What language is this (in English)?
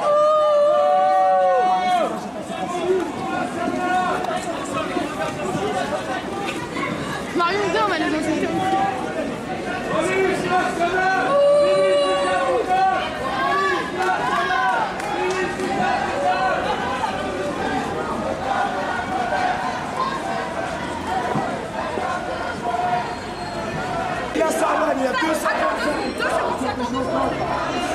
French